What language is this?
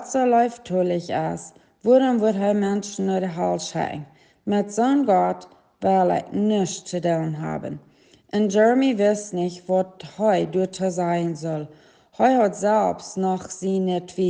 Plautdietsch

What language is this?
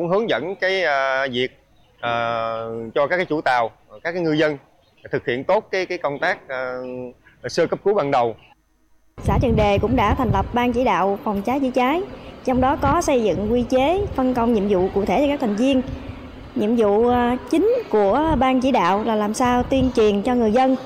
Vietnamese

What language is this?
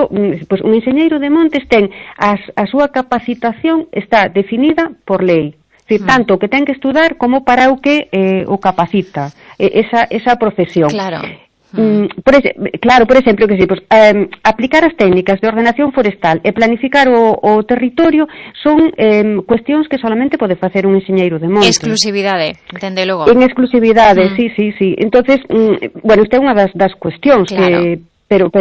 Galician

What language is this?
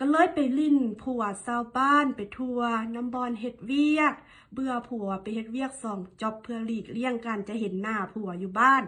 Lao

